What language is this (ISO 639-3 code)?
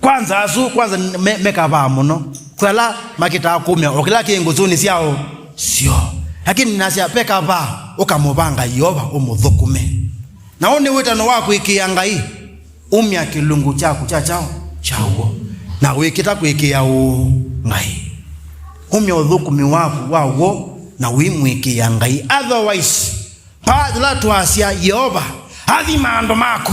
kam